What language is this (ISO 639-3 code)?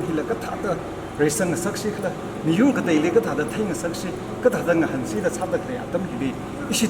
nmf